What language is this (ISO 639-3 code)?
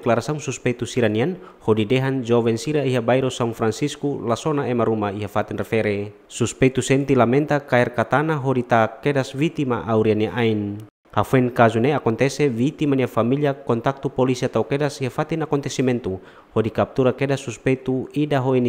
tet